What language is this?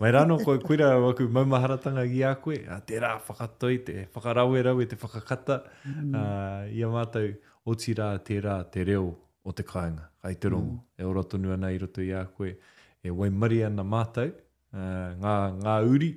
Māori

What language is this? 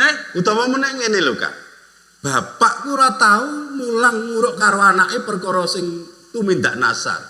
Javanese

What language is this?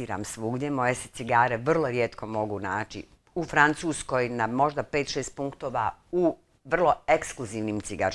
Bosnian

